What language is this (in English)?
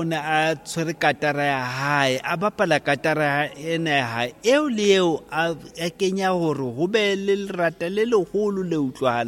Southern Sotho